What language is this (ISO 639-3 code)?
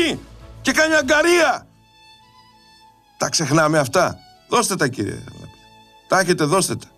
ell